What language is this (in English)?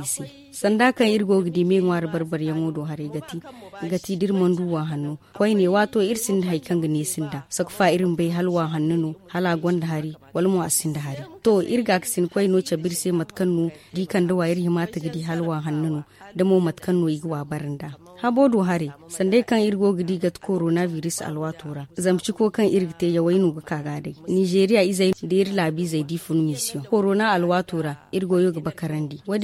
Zarma